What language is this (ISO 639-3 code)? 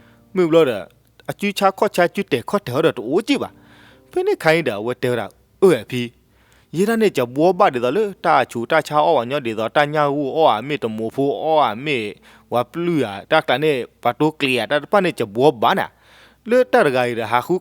ksw